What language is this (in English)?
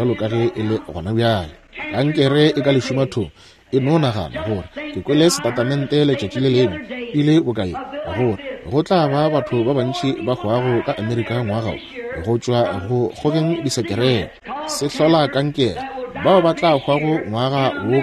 Northern Sotho